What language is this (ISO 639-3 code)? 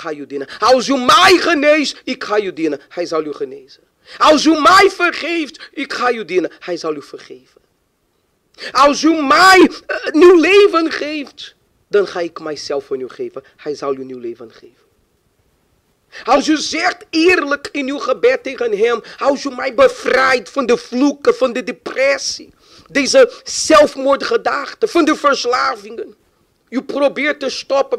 nld